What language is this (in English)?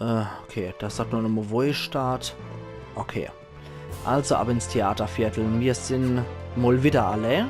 Palatine German